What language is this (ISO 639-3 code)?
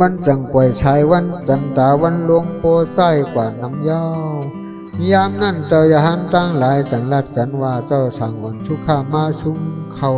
shn